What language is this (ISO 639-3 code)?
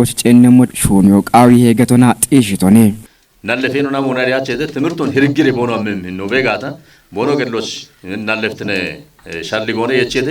kbr